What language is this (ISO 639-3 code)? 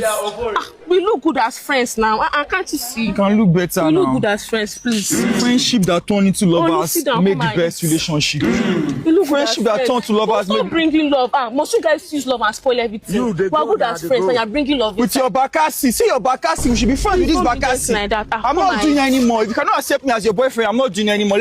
pcm